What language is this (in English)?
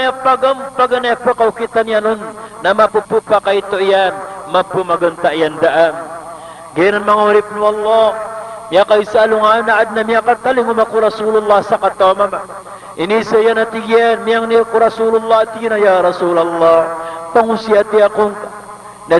Maranao